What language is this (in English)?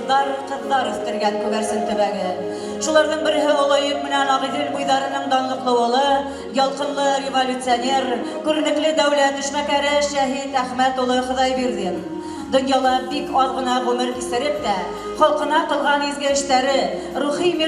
Bashkir